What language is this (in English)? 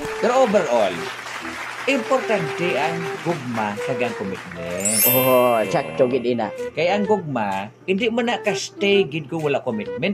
Hiligaynon